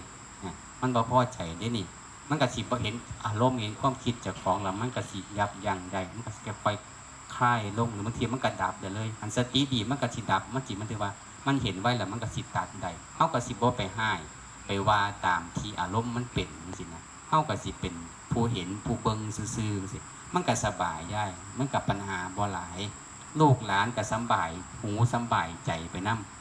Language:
Northeastern Thai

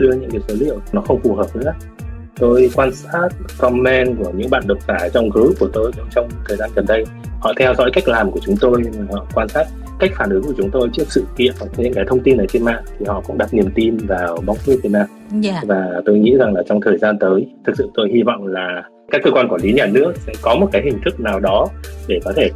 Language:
Vietnamese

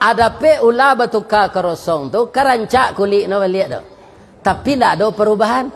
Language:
Minangkabau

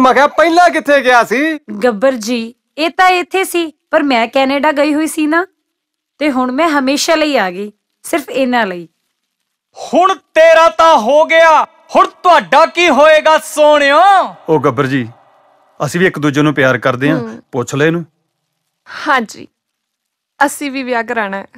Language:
Punjabi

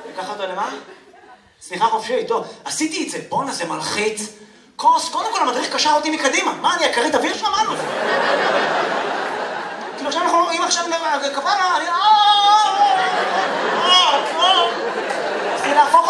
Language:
Hebrew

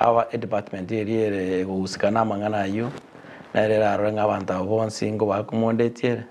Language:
Gusii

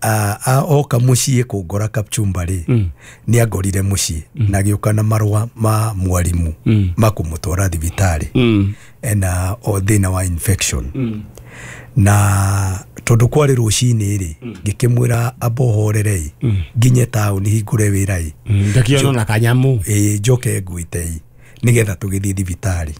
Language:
Kikuyu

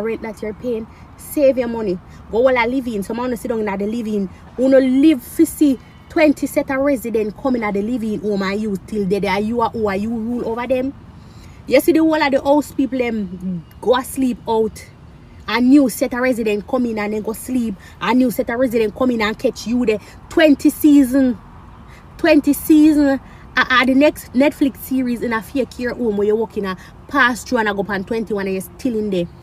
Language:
Jamaican Creole English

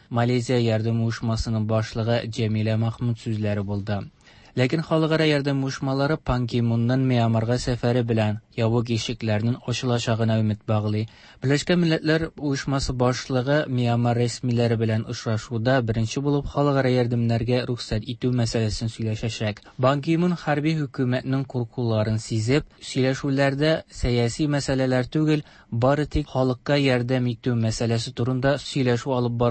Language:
Tatar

